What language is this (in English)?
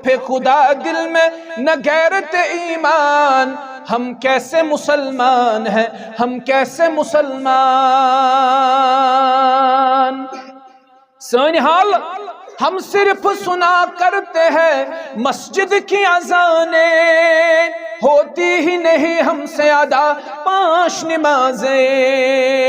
Kashmiri